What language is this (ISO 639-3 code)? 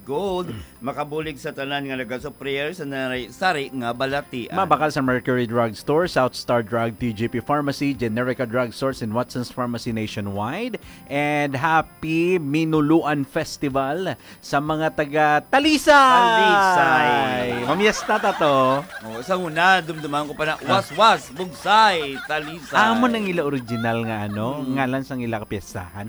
hil